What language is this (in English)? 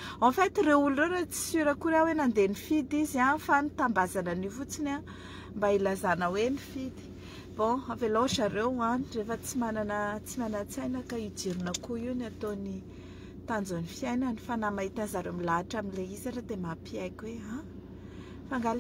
Malagasy